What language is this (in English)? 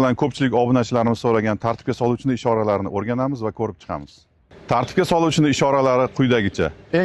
Uzbek